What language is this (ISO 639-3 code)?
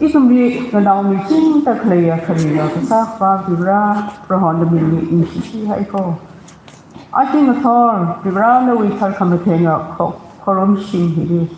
nmf